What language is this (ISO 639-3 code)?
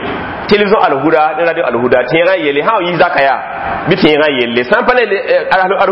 mos